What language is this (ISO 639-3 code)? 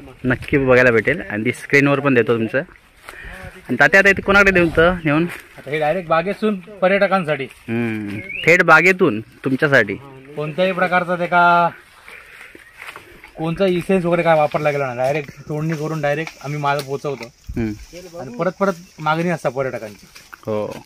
mar